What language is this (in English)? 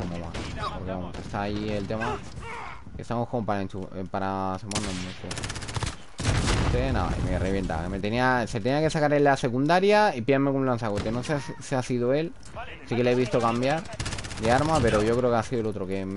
Spanish